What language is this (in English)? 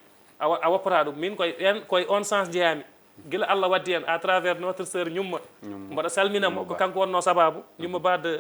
Fula